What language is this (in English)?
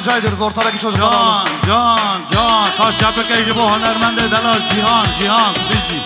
Kurdish